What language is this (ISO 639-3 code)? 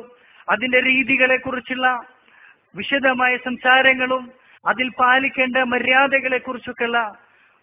mal